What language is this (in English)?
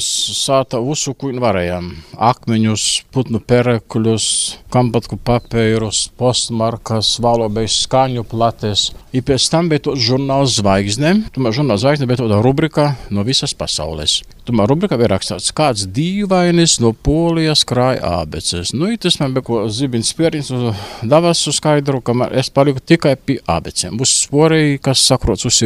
Latvian